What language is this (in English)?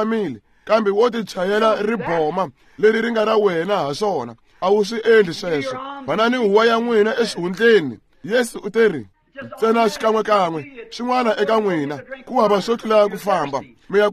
Tsonga